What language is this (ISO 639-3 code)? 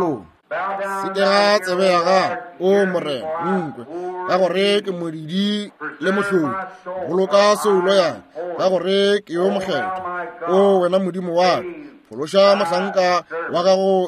nso